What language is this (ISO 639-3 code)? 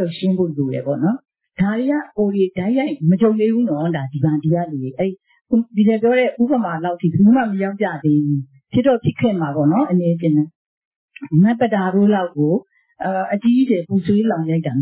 mya